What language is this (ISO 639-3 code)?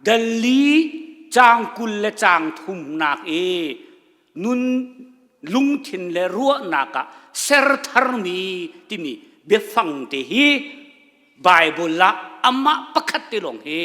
cnh